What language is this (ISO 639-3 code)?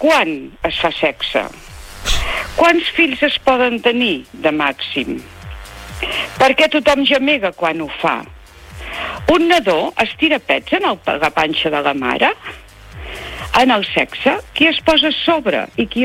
cat